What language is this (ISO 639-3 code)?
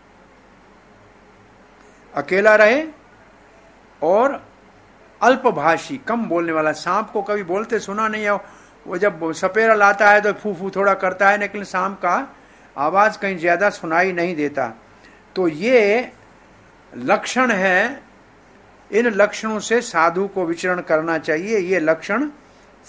hin